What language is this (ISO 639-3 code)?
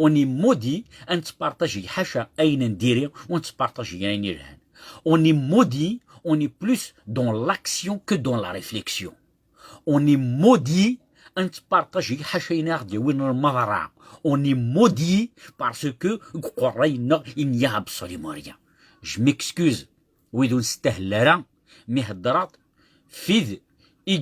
kab